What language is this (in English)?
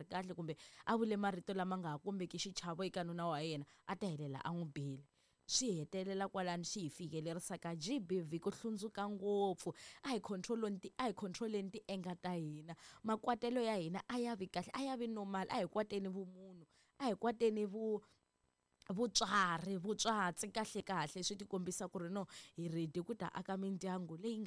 Tsonga